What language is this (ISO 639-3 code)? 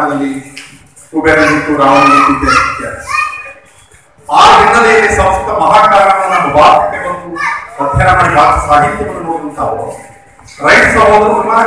kan